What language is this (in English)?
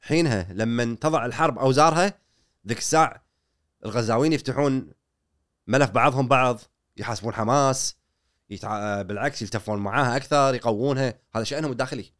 Gulf Arabic